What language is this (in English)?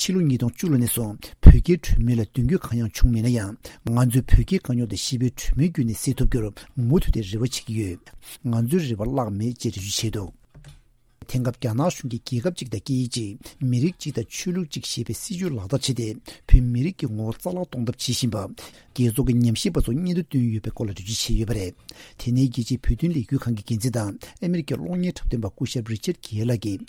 Tibetan